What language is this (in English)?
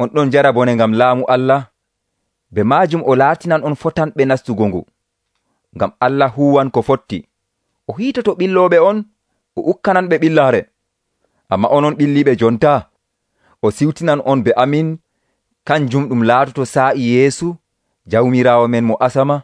Nigerian Fulfulde